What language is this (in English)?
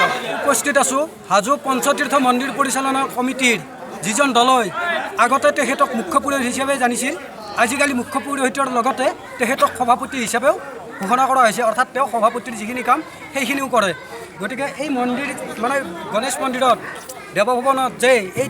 Assamese